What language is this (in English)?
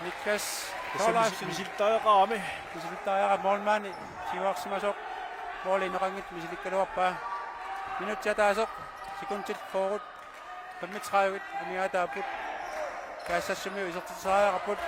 Kalaallisut